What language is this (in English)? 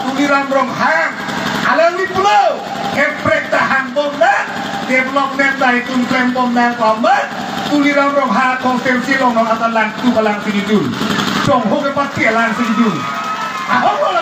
Karbi